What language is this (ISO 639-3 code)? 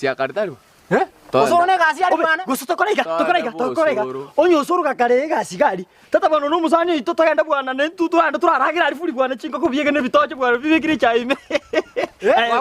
guz